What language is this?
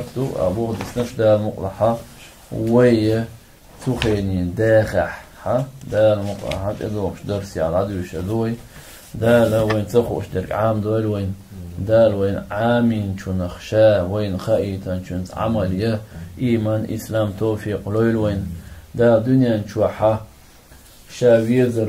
Chechen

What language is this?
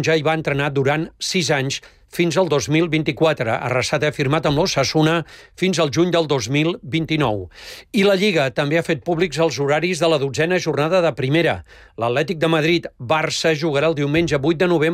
Catalan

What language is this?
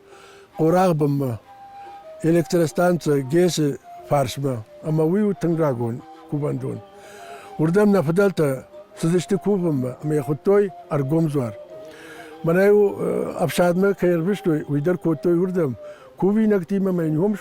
Ossetic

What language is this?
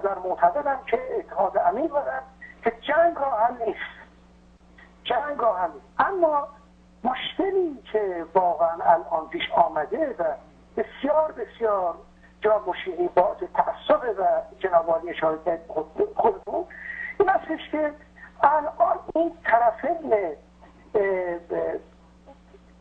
Persian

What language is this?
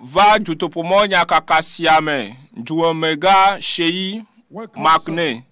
Ewe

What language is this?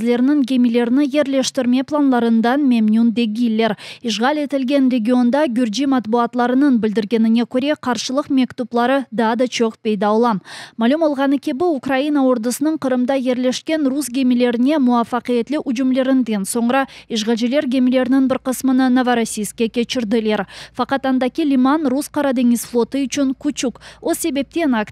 Crimean Tatar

